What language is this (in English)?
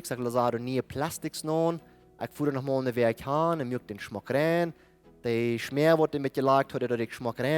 Plautdietsch